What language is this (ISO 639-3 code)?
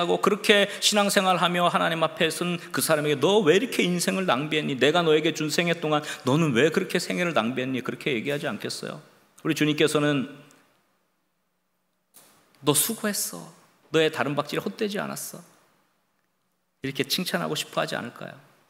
kor